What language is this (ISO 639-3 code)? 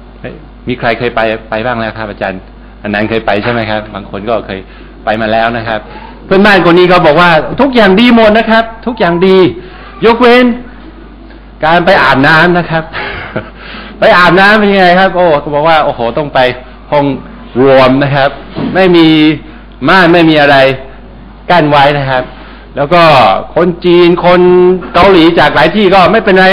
tha